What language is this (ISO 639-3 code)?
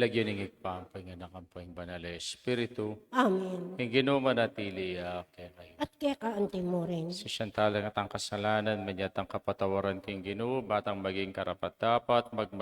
pam